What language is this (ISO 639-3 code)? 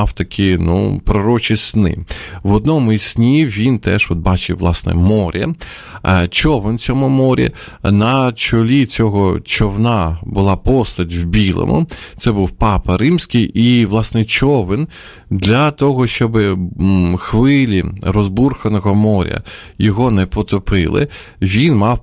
ukr